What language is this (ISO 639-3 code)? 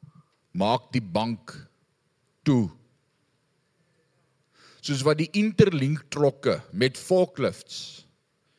afr